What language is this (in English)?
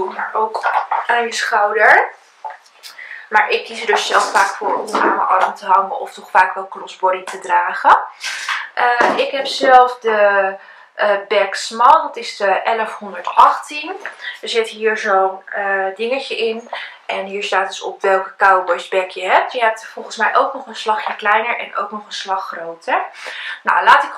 Dutch